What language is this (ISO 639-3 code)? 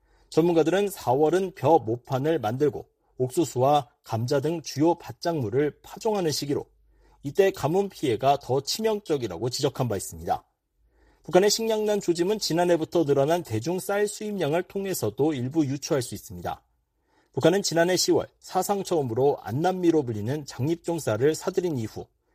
kor